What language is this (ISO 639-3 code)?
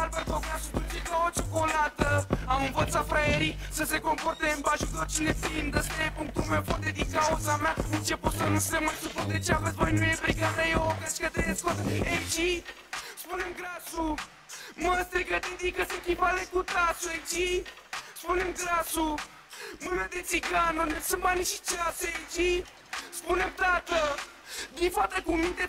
ron